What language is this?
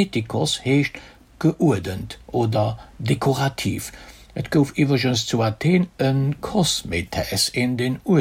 Luxembourgish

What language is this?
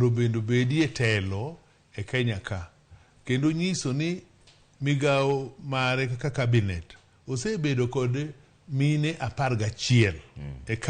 Luo (Kenya and Tanzania)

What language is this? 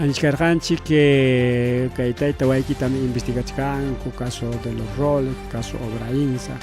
Ayacucho Quechua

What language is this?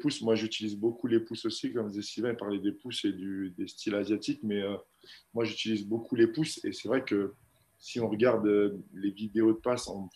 French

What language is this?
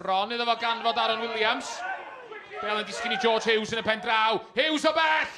Welsh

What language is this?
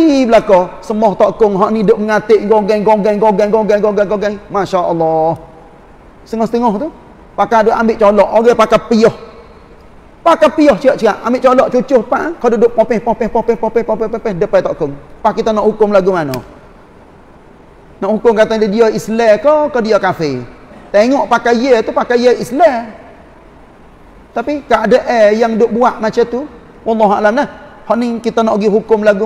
Malay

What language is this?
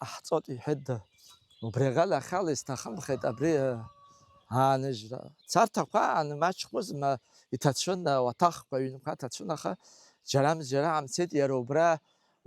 Abkhazian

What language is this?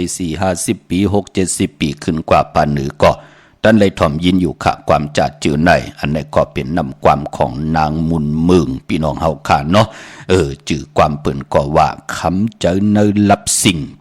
Shan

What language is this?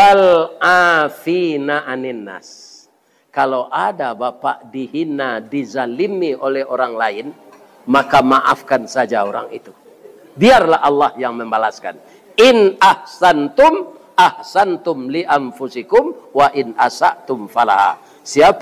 Minangkabau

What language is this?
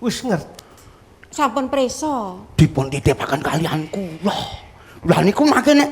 Javanese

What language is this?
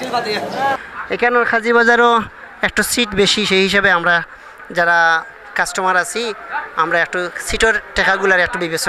Sylheti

